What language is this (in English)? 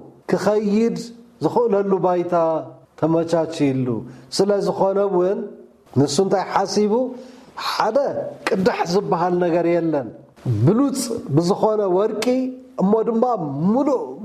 Tigrinya